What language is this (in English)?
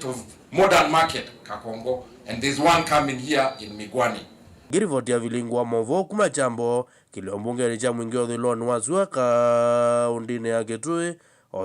Kamba